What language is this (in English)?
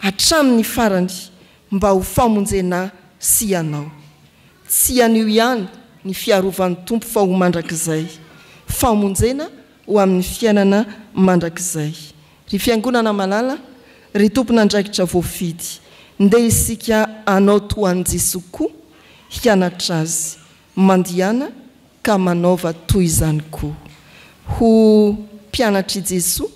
Malagasy